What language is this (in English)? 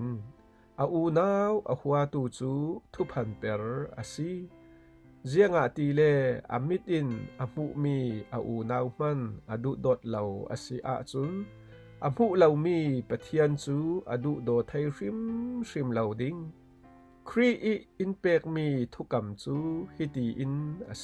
Falam Chin